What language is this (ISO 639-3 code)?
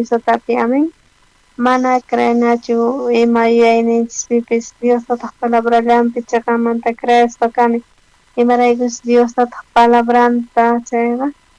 quh